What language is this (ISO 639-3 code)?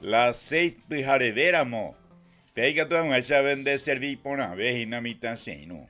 grn